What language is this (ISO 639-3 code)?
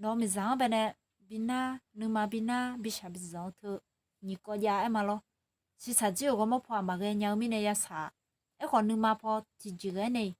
ahk